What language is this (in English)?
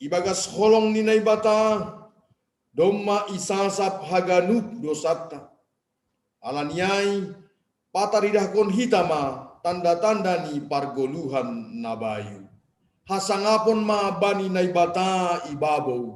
Batak Simalungun